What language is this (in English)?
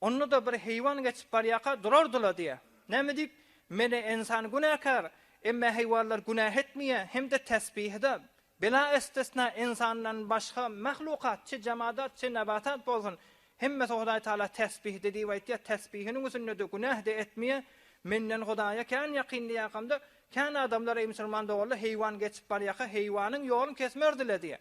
Turkmen